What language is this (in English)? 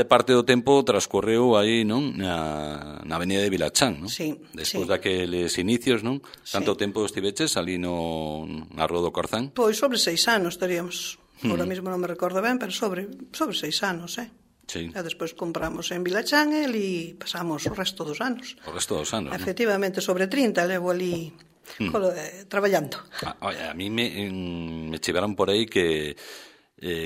Galician